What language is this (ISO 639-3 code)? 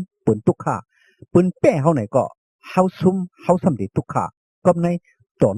shn